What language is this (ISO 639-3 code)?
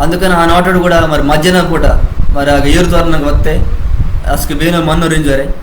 kff